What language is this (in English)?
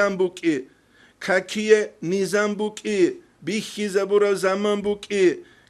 Avaric